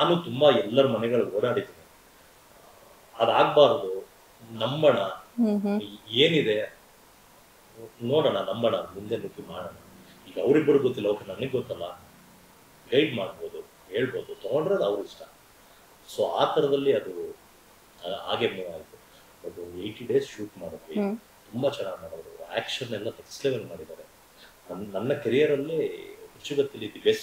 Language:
Kannada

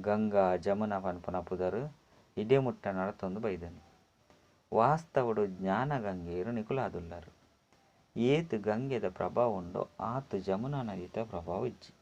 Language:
Tulu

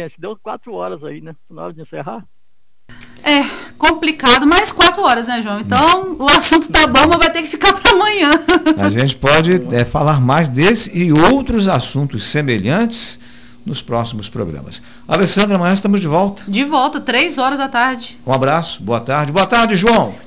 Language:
Portuguese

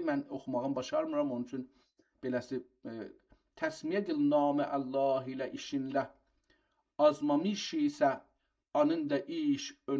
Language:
South Azerbaijani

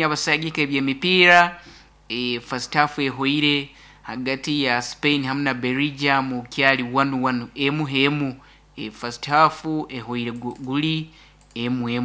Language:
Nyankole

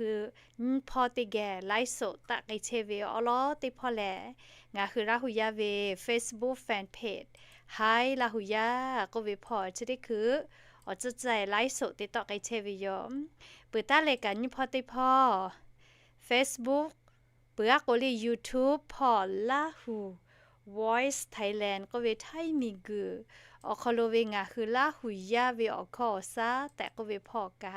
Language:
Lahu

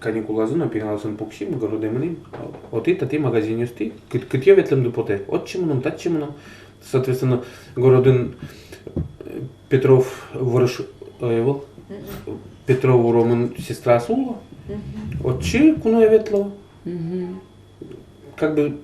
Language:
Udmurt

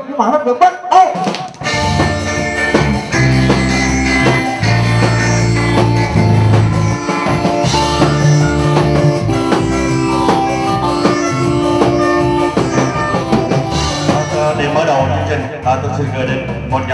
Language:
Vietnamese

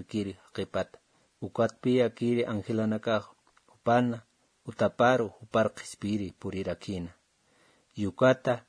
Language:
Aymara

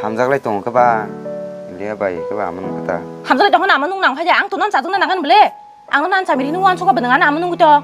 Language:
Kok Borok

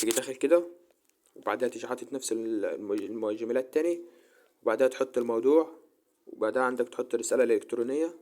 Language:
Egyptian Arabic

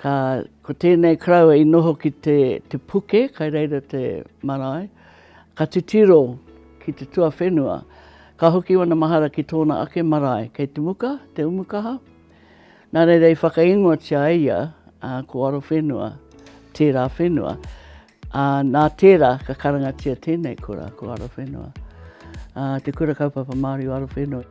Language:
Māori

